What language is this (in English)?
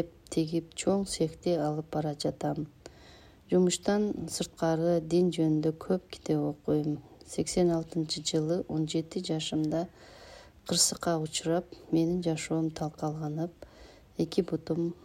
Kyrgyz